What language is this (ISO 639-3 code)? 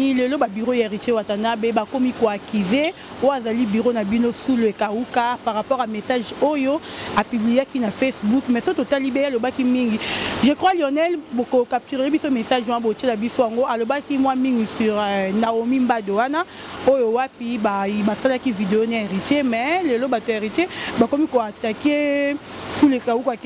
lin